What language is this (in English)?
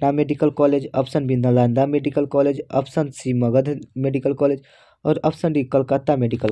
Bhojpuri